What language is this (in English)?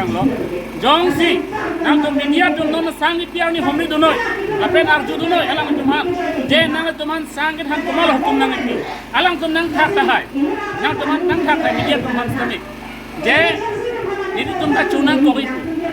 Karbi